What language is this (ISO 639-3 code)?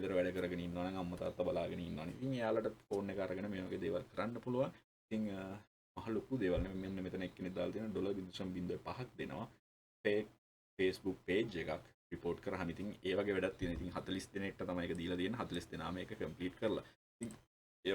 sin